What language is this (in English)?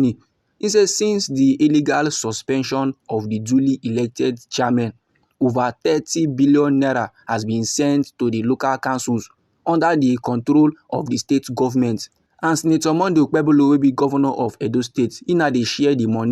Nigerian Pidgin